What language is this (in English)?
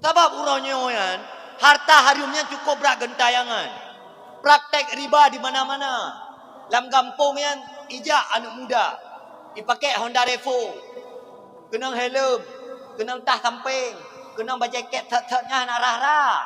Achinese